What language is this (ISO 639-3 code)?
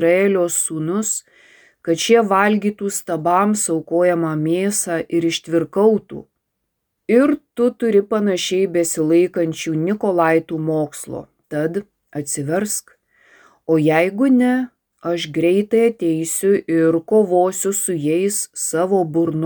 lit